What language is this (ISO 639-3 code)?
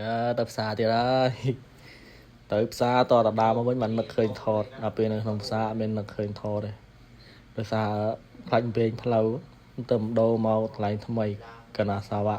khm